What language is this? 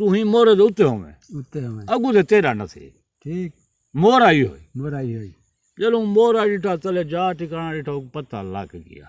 Saraiki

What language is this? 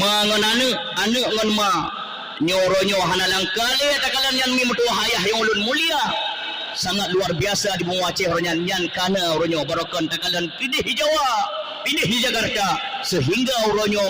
Achinese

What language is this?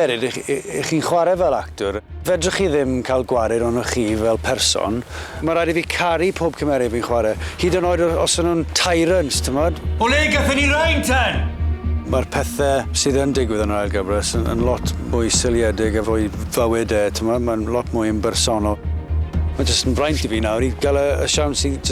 Welsh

